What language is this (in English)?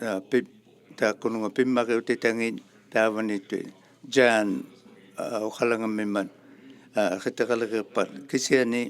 Inuktitut